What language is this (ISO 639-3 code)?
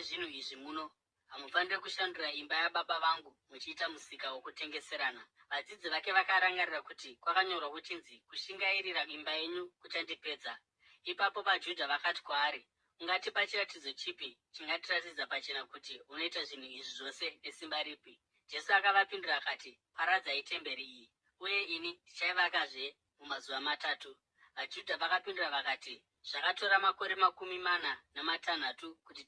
sna